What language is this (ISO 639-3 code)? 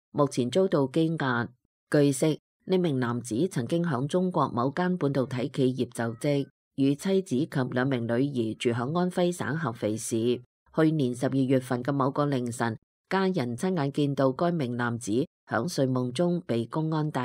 yue